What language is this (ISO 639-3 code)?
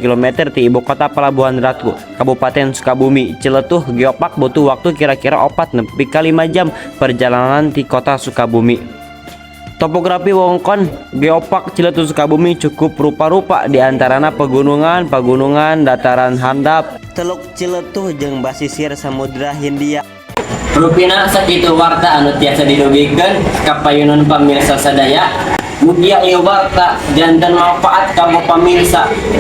sun